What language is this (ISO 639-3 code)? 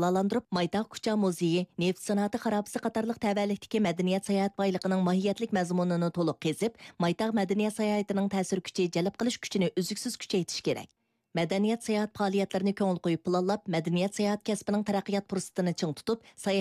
uig